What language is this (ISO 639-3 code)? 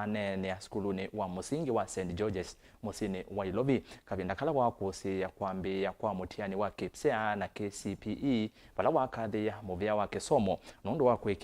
kam